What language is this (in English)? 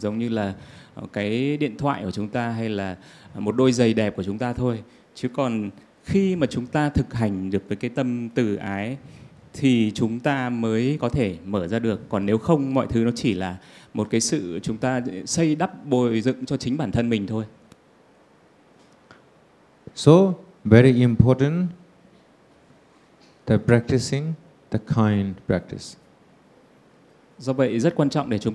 Vietnamese